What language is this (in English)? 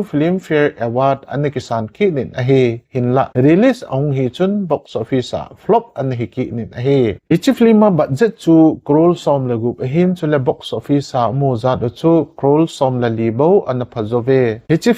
Thado Chin